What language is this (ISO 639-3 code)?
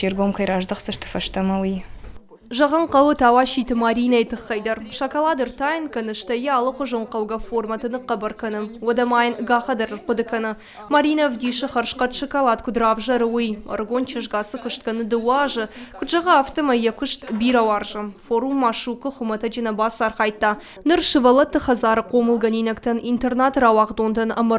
oss